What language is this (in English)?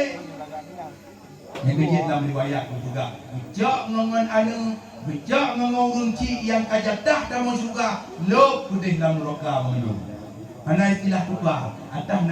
Achinese